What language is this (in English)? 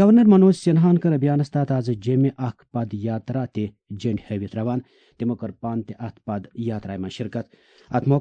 Kashmiri